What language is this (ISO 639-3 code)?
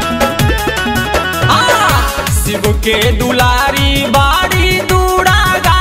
bho